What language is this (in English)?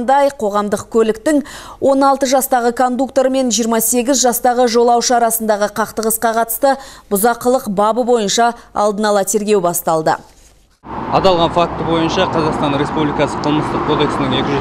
Kazakh